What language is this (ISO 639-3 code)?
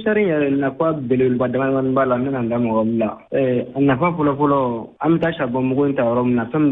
bam